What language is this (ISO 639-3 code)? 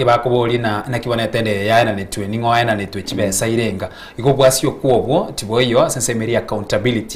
guz